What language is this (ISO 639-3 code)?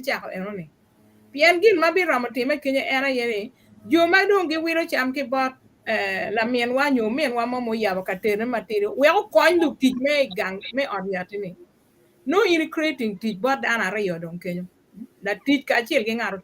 ach